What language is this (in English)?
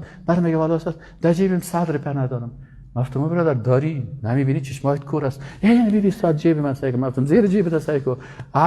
Persian